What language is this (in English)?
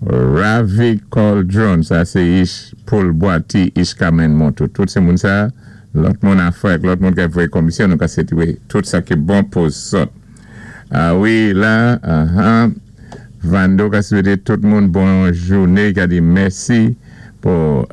Saint Lucian Creole French